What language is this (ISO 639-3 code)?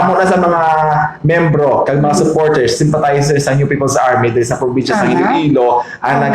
hil